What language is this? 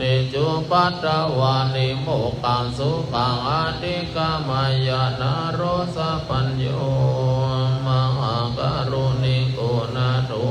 Pali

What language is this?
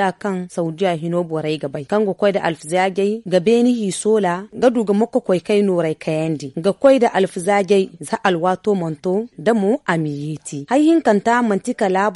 Zarma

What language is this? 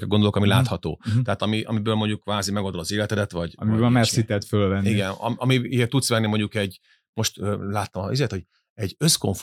Hungarian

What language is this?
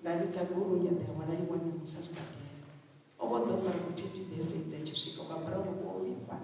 Venda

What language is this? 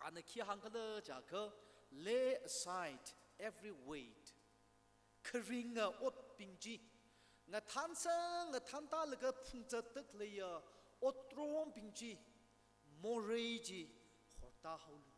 Tangkhul Naga (India)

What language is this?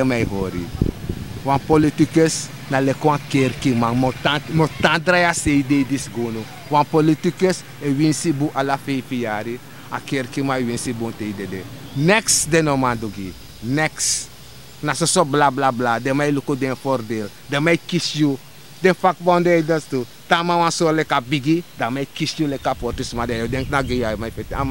Sranan Tongo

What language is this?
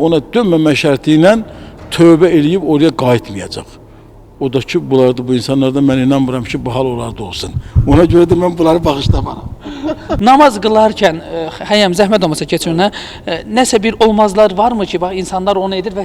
Azerbaijani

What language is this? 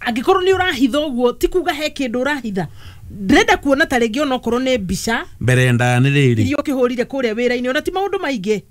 Kikuyu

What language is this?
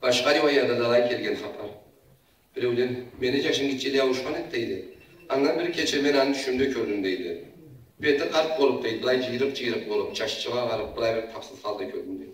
Karachay-Balkar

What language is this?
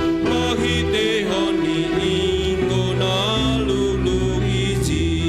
Batak Simalungun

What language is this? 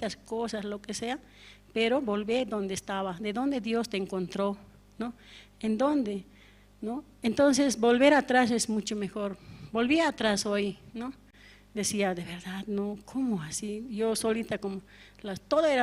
Aymara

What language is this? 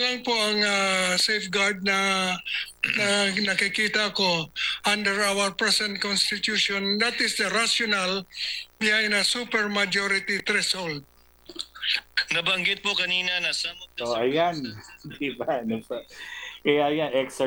Filipino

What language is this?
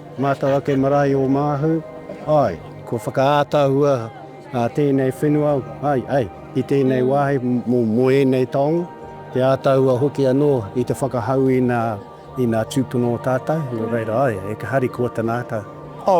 Māori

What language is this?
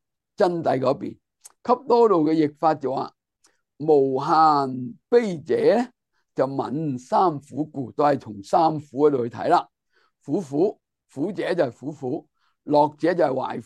Cantonese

